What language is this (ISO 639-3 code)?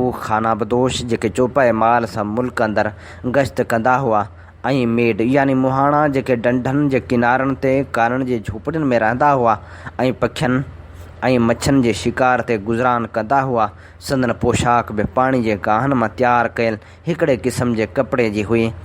snd